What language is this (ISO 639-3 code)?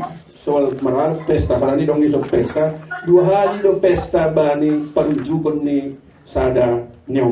bts